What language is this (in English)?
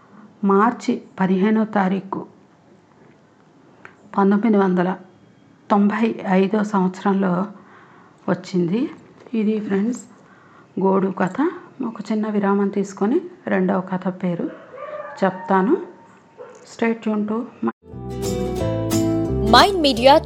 Telugu